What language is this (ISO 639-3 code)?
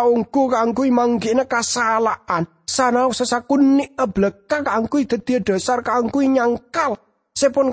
mad